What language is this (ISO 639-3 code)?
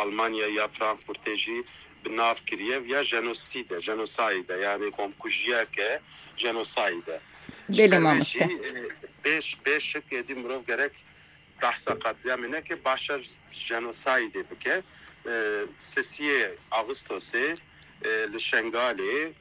kur